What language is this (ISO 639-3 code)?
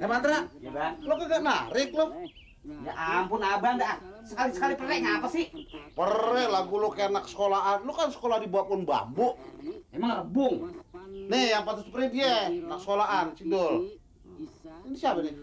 bew